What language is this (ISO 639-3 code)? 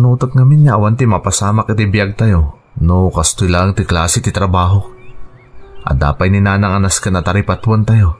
ilo